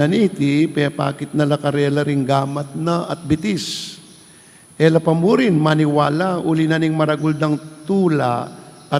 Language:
Pampanga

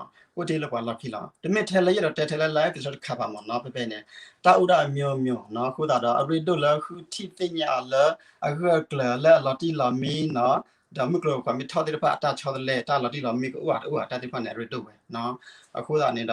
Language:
S'gaw Karen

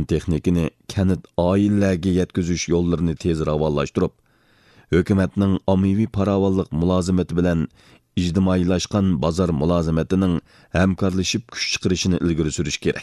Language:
Uyghur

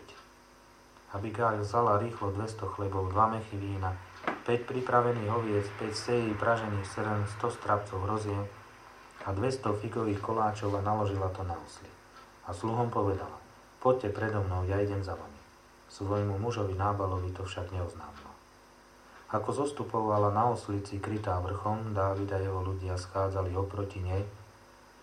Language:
Slovak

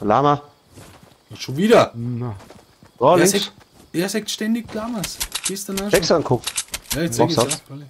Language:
Bavarian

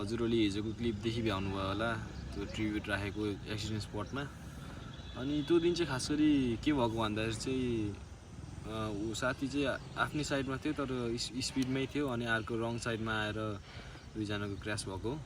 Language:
Nepali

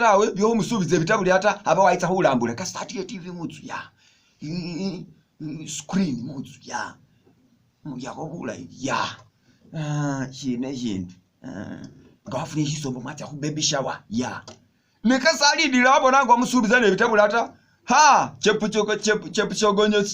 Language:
Masaaba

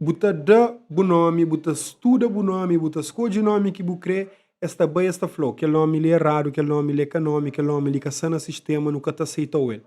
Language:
Kabuverdianu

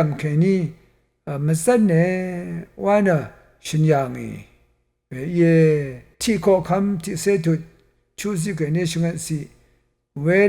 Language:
Rawang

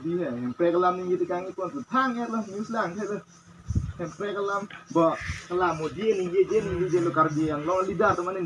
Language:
Karbi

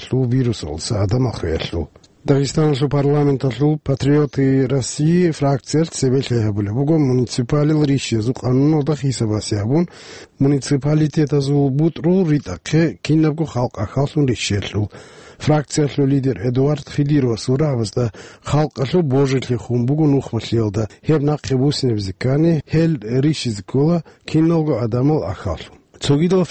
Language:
Avaric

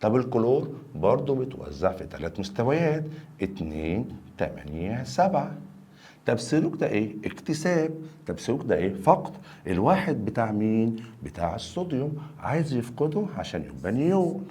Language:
Egyptian Arabic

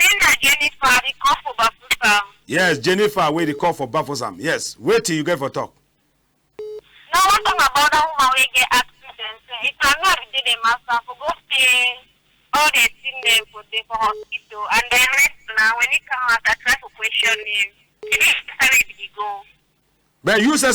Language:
Cameroon Pidgin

